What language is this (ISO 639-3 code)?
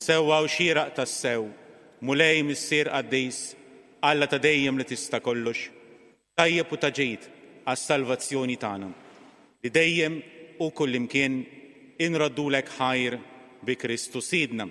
mlt